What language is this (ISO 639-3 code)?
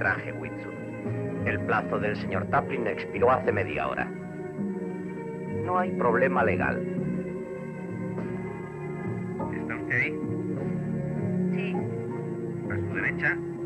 spa